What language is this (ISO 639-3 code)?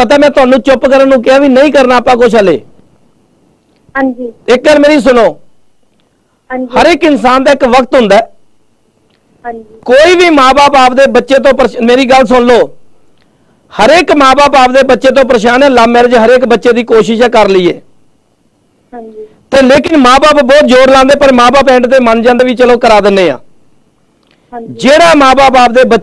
pan